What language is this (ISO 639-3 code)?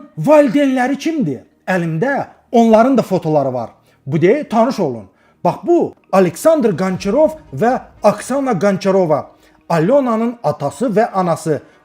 aze